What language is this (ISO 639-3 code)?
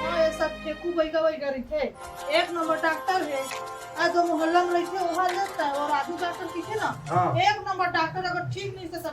hne